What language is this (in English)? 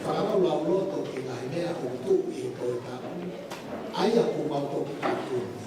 Tongan